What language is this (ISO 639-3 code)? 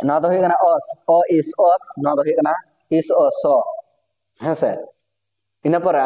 sat